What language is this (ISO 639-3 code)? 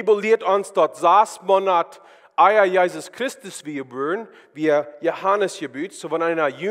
pdt